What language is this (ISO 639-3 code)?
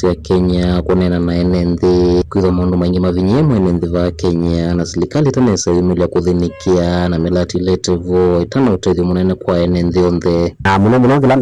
kam